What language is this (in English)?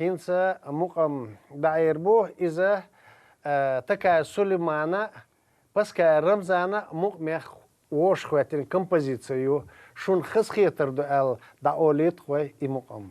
Chechen